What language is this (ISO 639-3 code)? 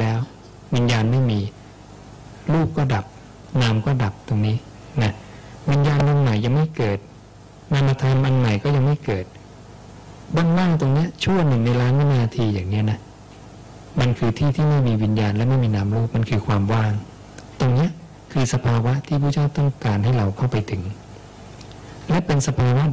tha